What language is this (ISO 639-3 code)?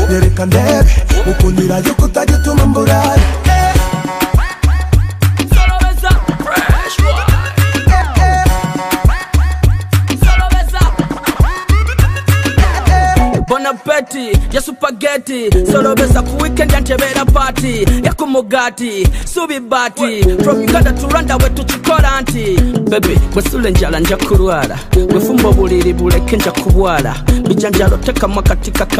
kin